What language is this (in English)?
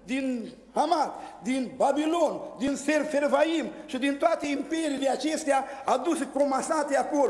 Romanian